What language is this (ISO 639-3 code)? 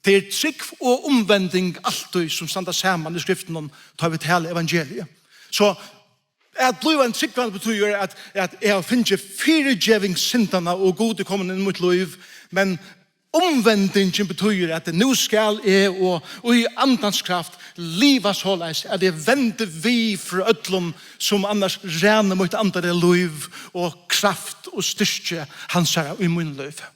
fao